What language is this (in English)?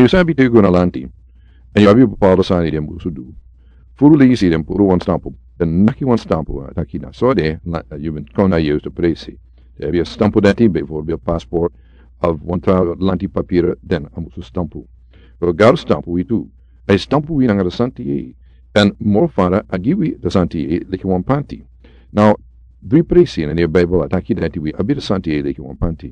Sranan Tongo